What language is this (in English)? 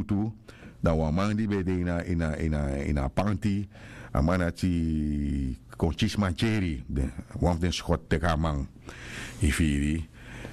Sranan Tongo